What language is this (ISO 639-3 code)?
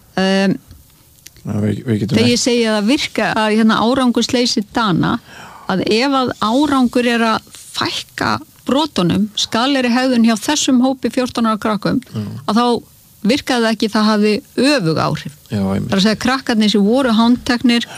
isl